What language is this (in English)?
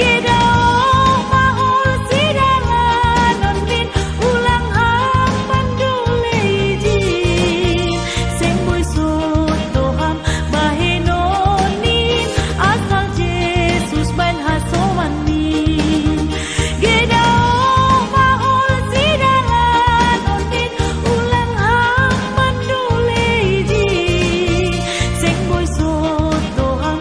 Batak Simalungun